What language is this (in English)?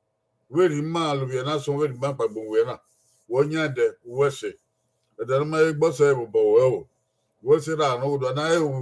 Bini